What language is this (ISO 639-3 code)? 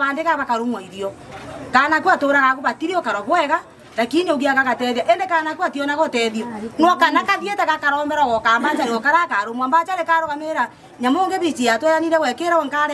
mer